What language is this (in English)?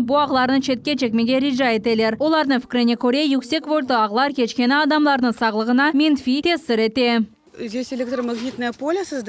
Crimean Tatar